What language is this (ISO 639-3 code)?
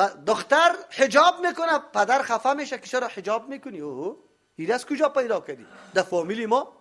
fas